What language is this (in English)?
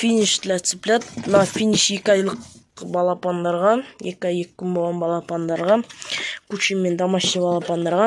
Kazakh